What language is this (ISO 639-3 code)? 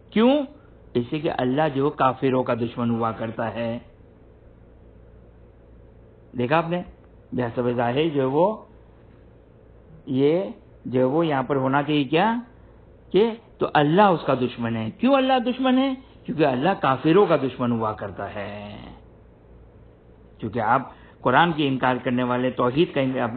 urd